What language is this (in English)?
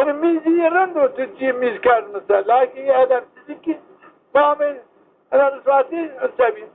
Zaza